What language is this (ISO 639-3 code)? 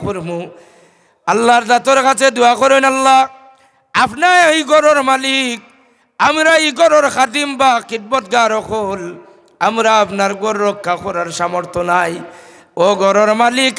syl